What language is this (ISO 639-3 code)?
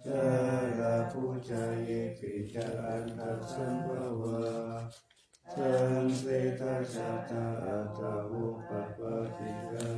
pli